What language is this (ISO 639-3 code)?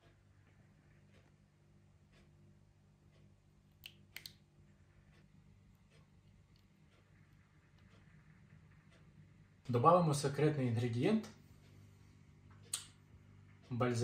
ukr